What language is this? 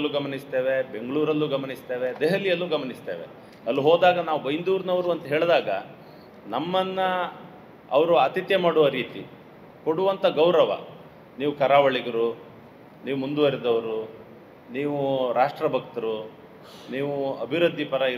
Kannada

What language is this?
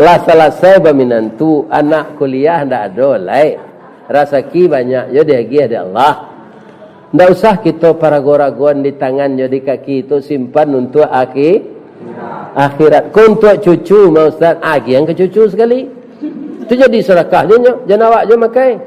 Minangkabau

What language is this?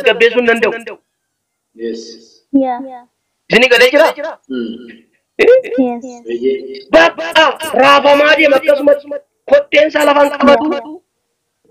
Oromo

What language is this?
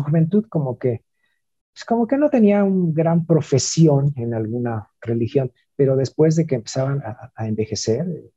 Spanish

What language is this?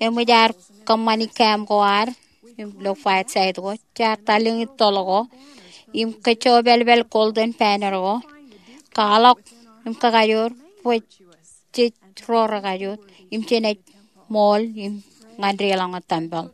Marshallese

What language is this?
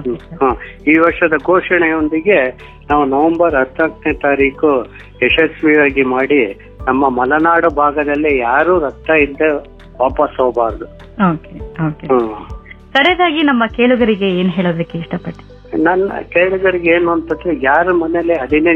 Kannada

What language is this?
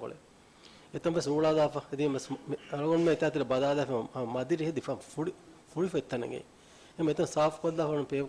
Divehi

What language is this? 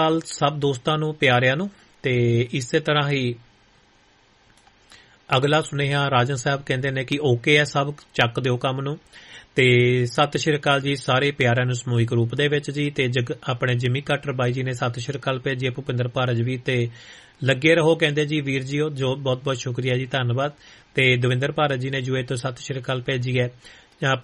Punjabi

